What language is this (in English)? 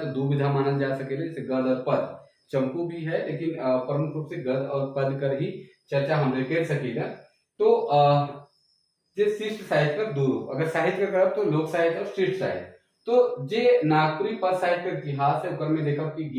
Sadri